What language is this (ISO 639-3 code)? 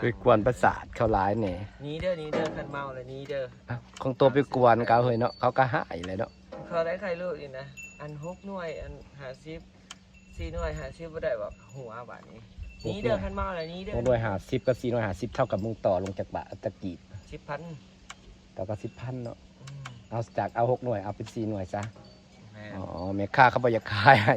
tts